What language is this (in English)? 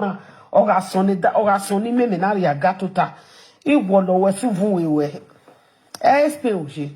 Nigerian Pidgin